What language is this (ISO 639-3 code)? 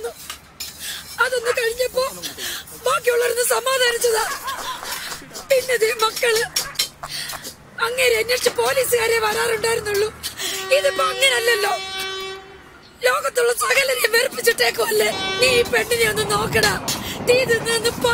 mal